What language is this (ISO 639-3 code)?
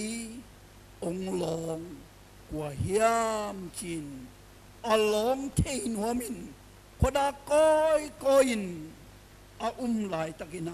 ctd